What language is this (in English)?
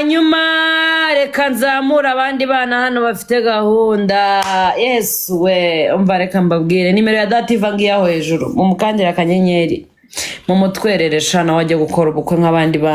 Kinyarwanda